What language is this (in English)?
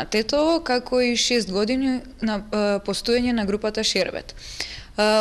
Macedonian